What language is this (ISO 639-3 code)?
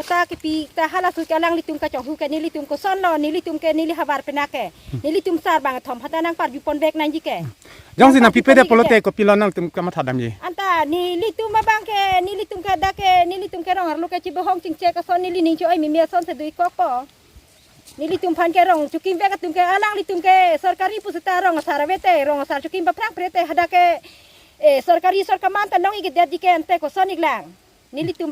mjw